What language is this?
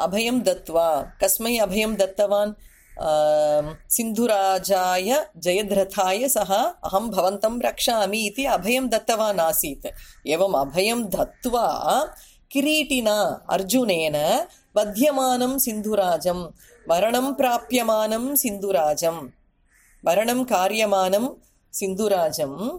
Sanskrit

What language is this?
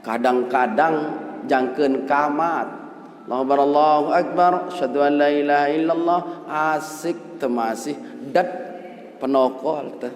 Sasak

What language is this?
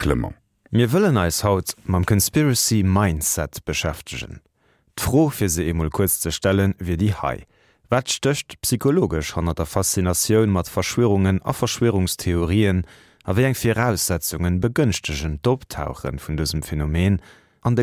Luxembourgish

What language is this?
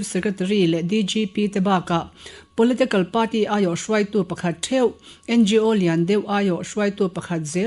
Mizo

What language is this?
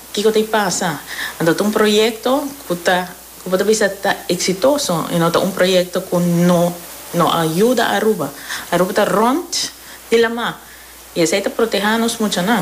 Papiamento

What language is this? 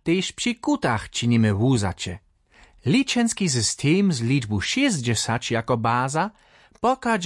Upper Sorbian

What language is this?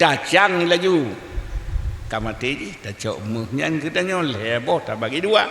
Achinese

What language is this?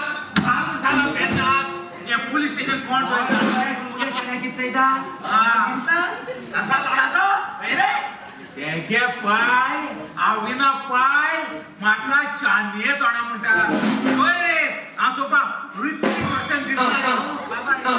Konkani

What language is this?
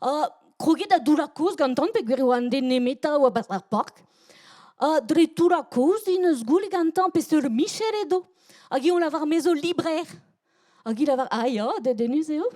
Breton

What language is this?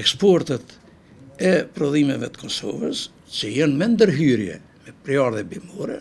Albanian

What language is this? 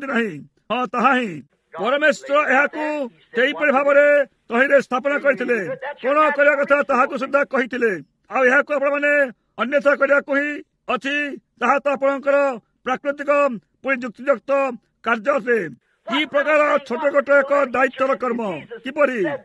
Odia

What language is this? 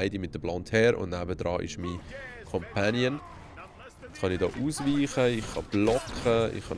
Swiss German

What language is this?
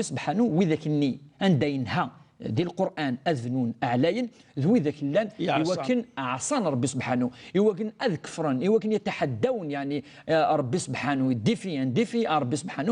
Kabyle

